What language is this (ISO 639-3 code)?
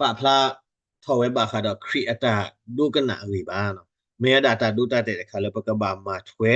ksw